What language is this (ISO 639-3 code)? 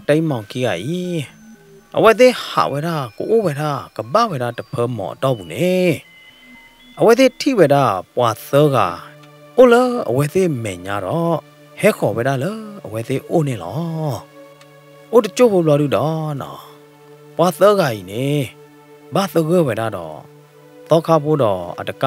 ksw